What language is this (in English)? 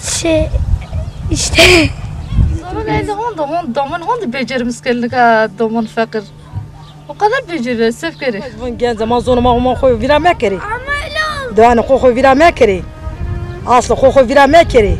Zaza